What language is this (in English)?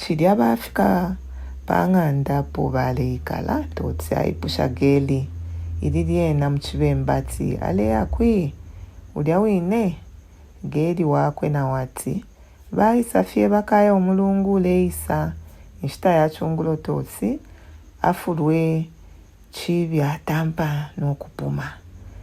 Bemba